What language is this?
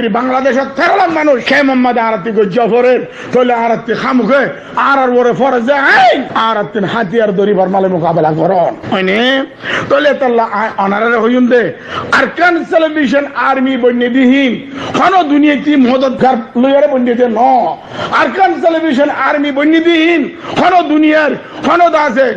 Rohingya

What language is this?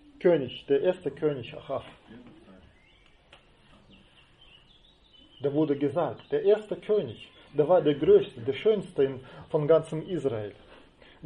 German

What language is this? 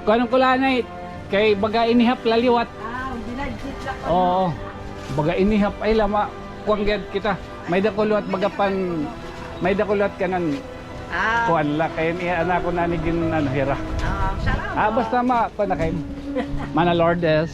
Waray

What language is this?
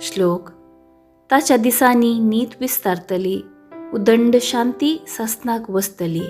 Konkani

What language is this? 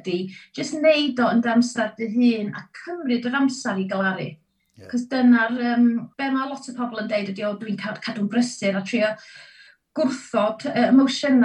Welsh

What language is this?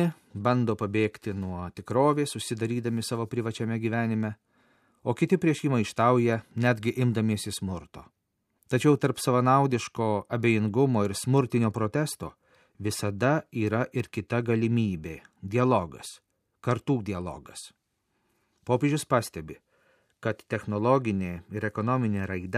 Lithuanian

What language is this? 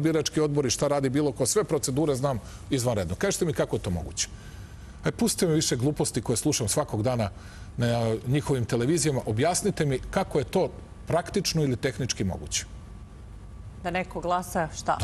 Serbian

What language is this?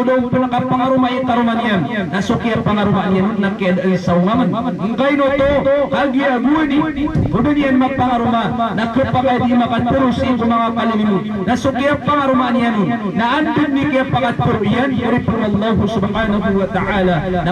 Maranao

